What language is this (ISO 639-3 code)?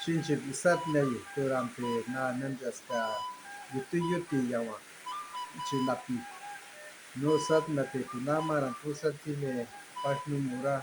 jiv